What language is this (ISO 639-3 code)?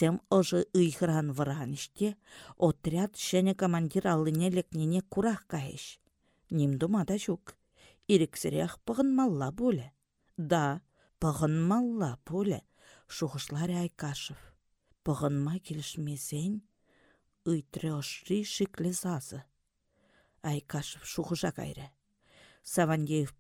chv